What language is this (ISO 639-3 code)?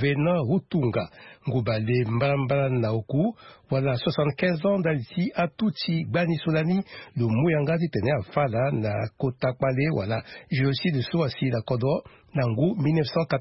sag